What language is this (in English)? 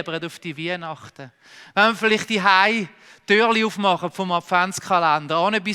Swiss German